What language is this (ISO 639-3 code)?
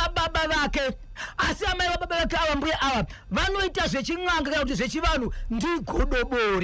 sna